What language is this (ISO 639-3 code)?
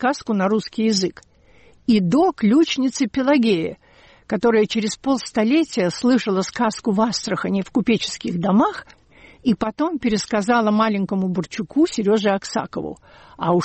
rus